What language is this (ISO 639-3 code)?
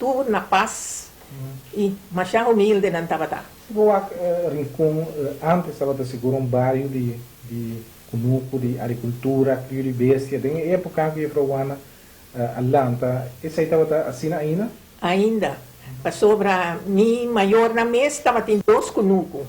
pap